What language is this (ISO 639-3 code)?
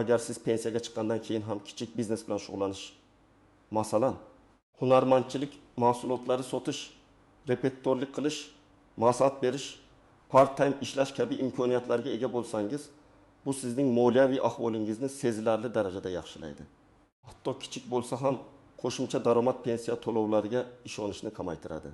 uzb